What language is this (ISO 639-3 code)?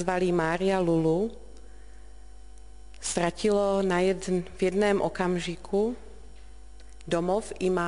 ces